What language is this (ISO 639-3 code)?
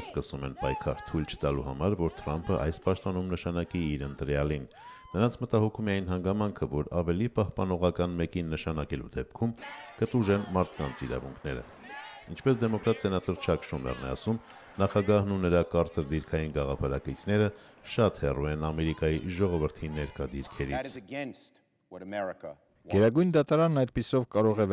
hye